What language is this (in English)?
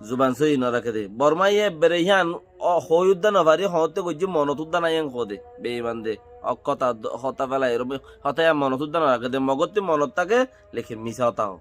Rohingya